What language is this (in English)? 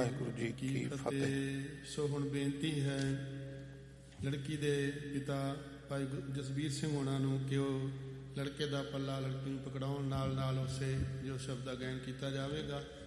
Punjabi